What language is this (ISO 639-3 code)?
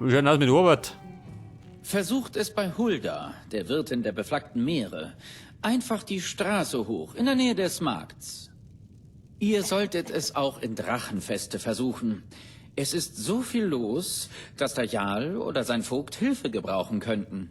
bar